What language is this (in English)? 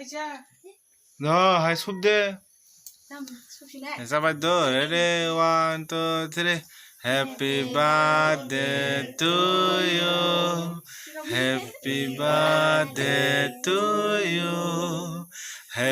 Kok Borok